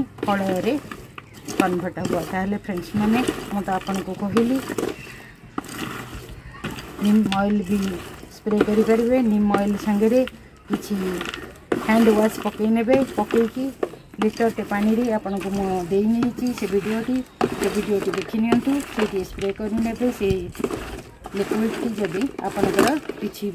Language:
Odia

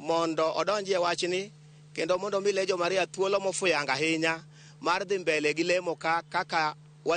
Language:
Luo (Kenya and Tanzania)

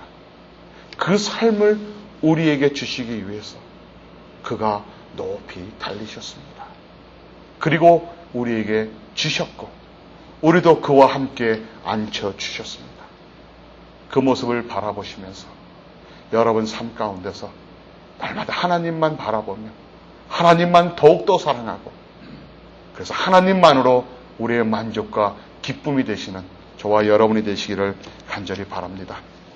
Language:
Korean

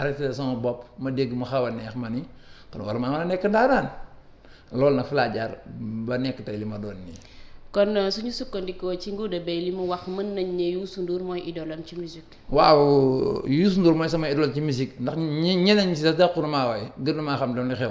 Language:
Wolof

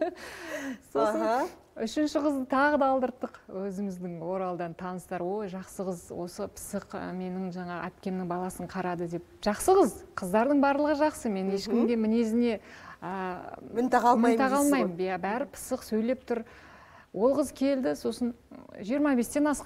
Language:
Kazakh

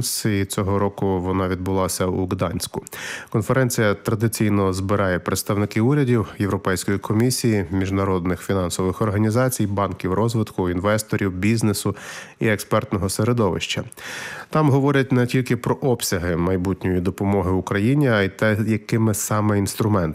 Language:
Ukrainian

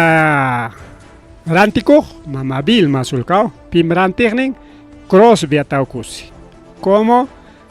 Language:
Ayacucho Quechua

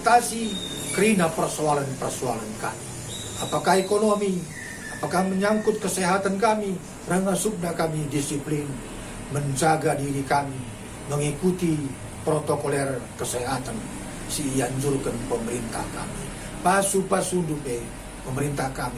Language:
Batak Karo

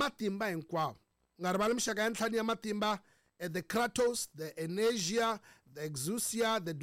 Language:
Tsonga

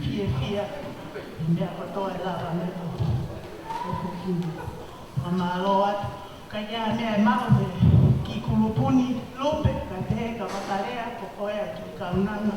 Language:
Tongan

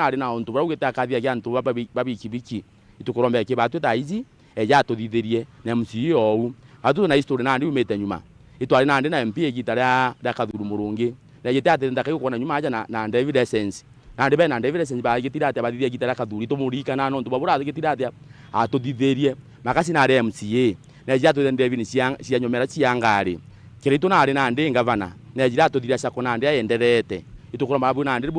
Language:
Meru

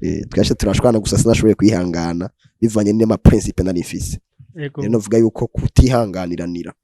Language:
Rundi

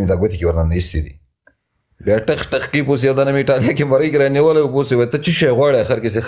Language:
Pashto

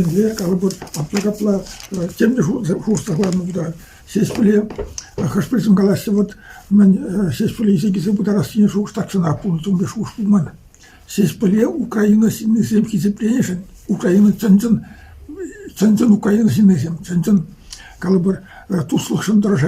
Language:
Chuvash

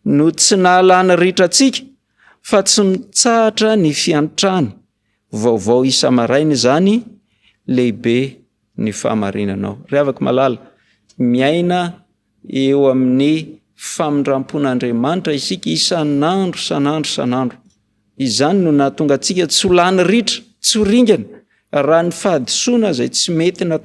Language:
Malagasy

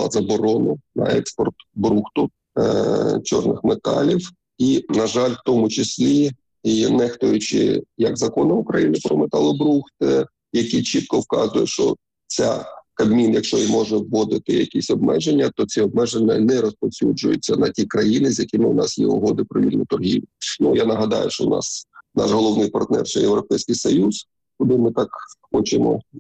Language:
Ukrainian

